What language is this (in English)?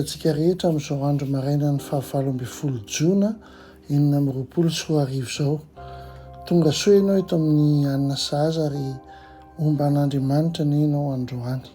Malagasy